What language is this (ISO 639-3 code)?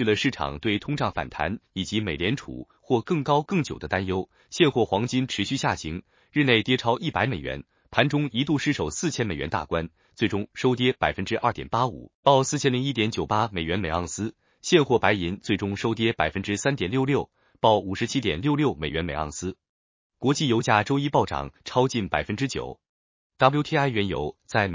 zho